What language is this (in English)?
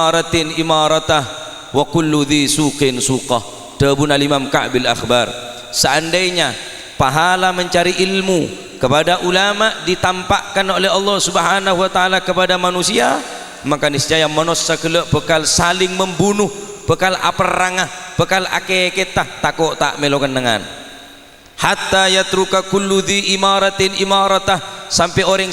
Madurese